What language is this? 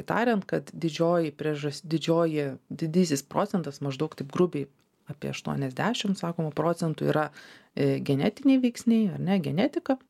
Lithuanian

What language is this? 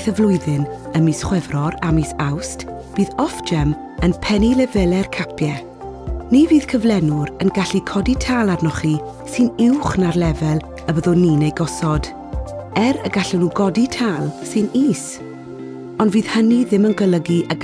Welsh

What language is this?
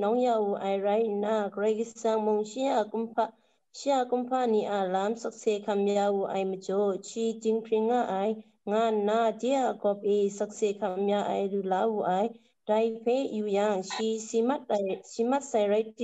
Kachin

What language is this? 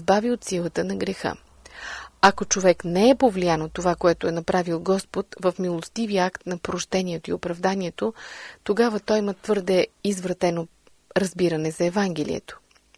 Bulgarian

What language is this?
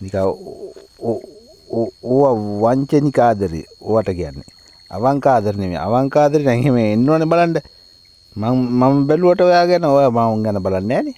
Sinhala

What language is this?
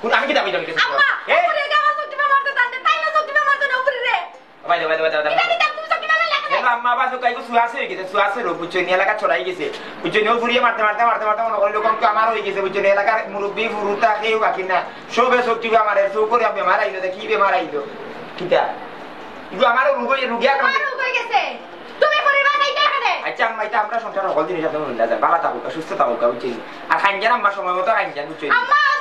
Sylheti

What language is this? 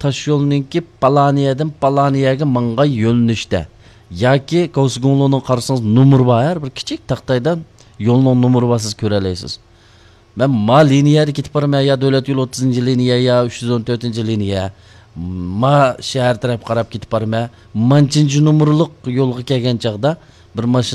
Uyghur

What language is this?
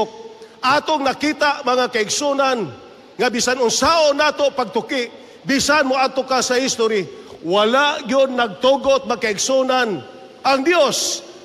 Cebuano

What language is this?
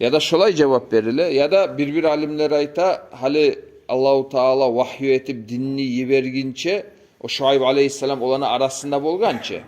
Kumyk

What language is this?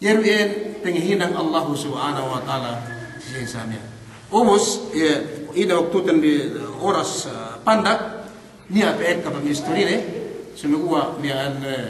Yakan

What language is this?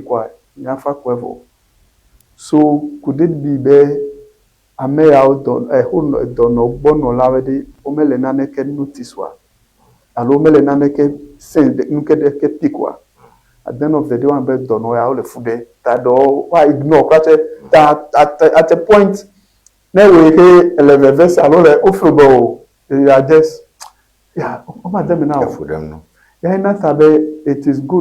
Ewe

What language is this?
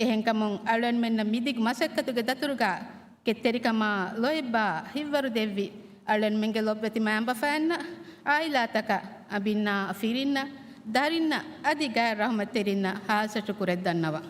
Divehi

